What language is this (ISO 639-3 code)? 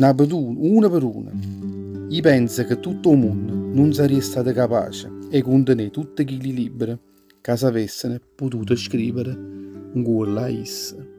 nap